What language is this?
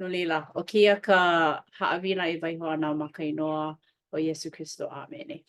Hawaiian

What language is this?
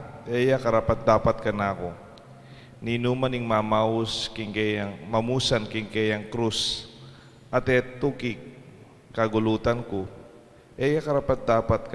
Pampanga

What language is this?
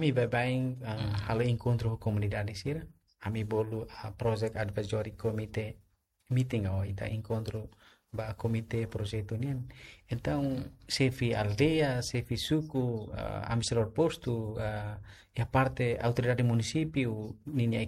Tetum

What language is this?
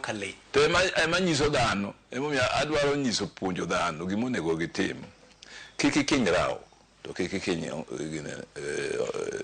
Luo (Kenya and Tanzania)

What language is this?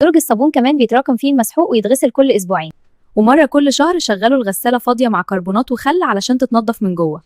Egyptian Arabic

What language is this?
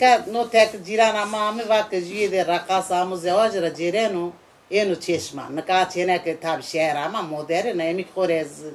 Zaza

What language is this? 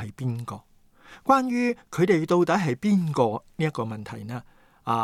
Cantonese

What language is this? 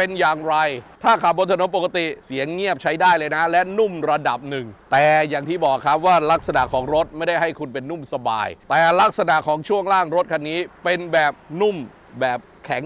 Thai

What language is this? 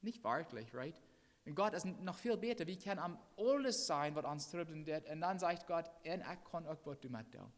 Plautdietsch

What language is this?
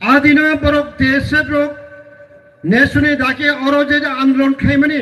Kok Borok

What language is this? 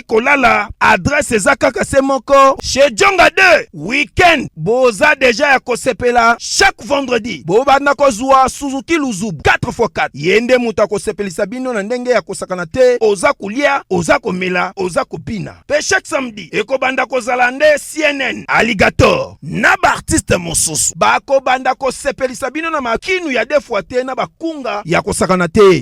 Lingala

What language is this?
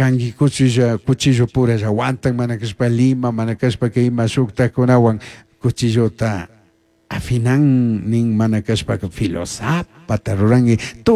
Chimborazo Highland Quichua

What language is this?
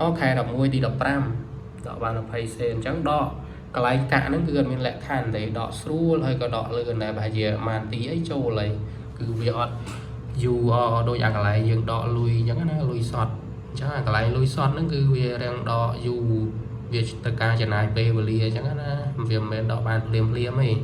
Khmer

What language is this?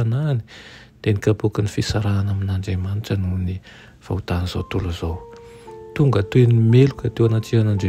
Malagasy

